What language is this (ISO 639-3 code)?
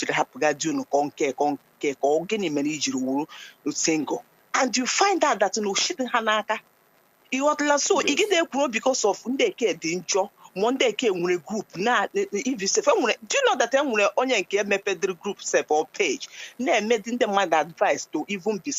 ibo